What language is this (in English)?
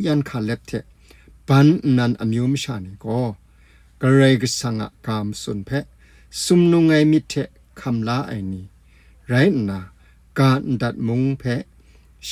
Kachin